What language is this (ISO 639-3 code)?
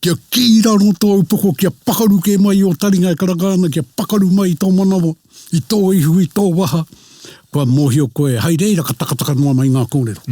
mri